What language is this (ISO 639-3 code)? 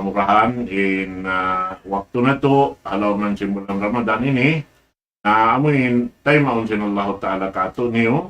tsg